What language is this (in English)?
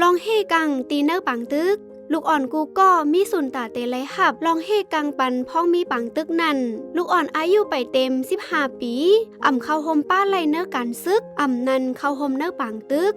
Shan